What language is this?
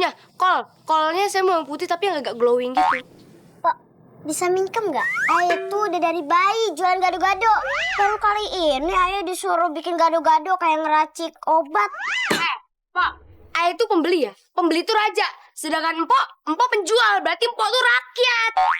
Betawi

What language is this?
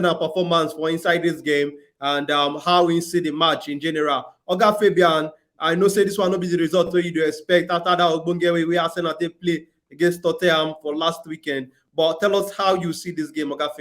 Nigerian Pidgin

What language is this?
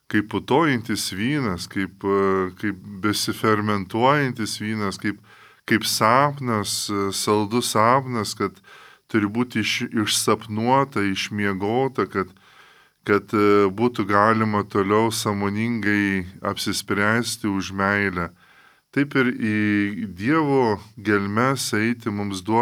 Lithuanian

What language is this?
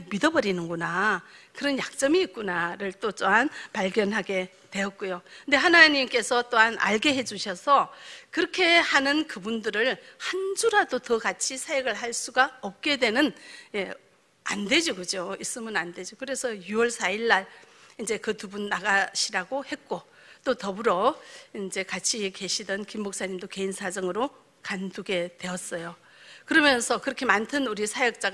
Korean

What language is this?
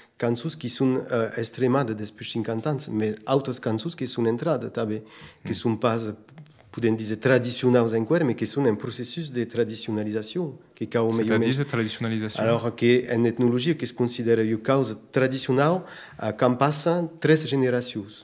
Occitan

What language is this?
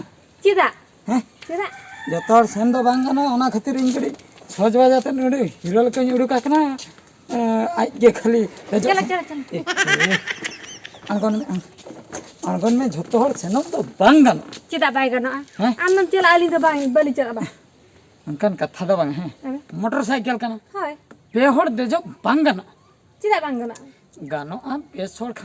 Santali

